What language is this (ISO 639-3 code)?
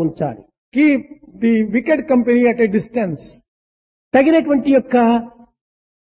tel